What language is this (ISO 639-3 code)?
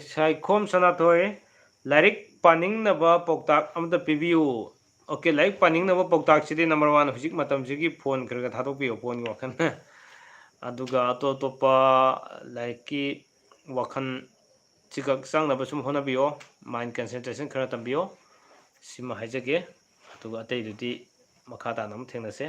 mni